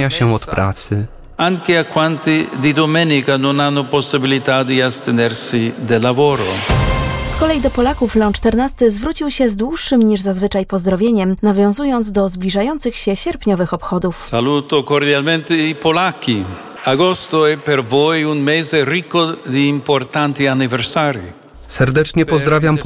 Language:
Polish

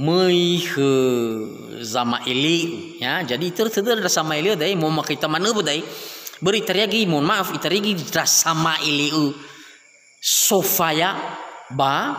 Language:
Nias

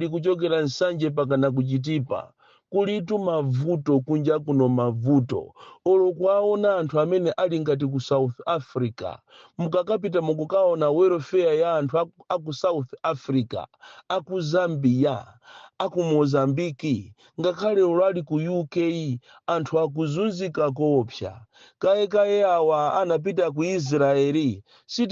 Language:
Nyanja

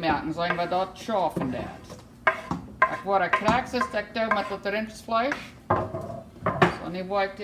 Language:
Plautdietsch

